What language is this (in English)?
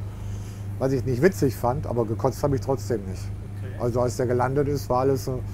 German